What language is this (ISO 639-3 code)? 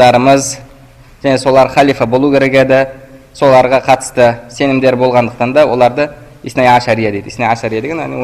kaz